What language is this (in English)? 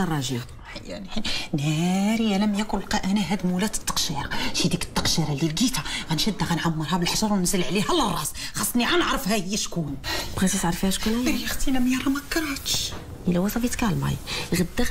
Moroccan Arabic